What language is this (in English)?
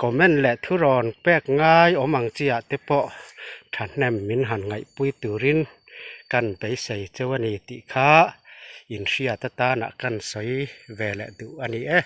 Mizo